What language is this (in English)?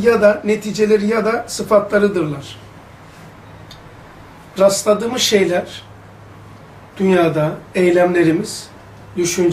Turkish